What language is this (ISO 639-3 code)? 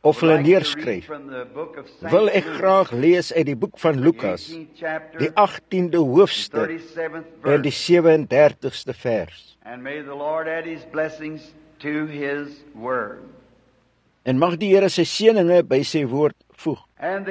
afr